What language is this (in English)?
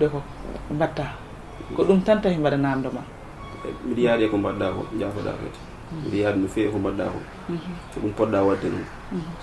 Fula